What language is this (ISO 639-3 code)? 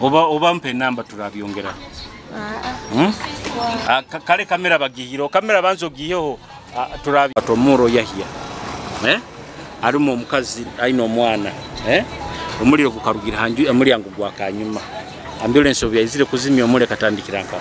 nyo